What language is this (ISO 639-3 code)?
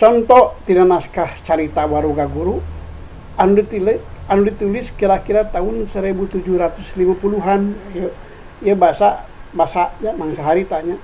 sun